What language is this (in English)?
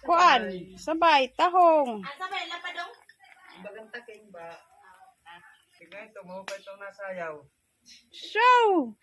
Waray